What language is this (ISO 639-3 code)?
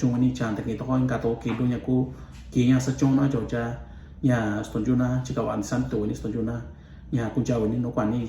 mix